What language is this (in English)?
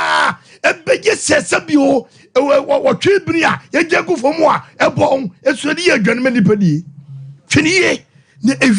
Akan